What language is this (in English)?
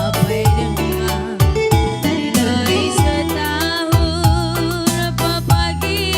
Batak Karo